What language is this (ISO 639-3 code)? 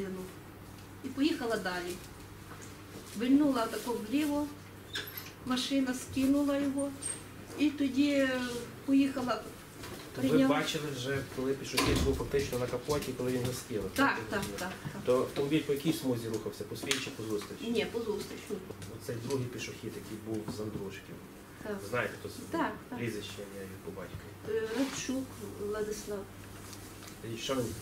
ukr